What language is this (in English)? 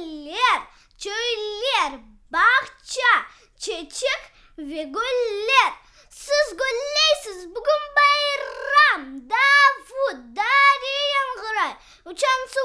Crimean Tatar